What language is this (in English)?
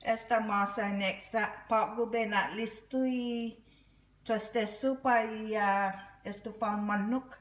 Chamorro